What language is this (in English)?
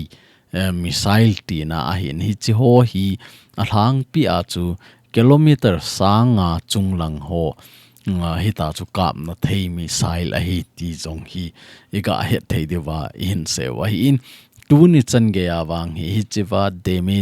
Thado Chin